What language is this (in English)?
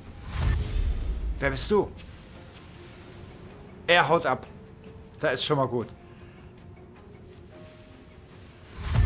German